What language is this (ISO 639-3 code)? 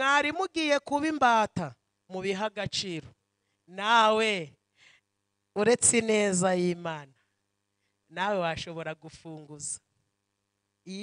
kin